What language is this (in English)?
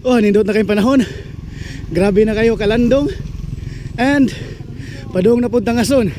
Cebuano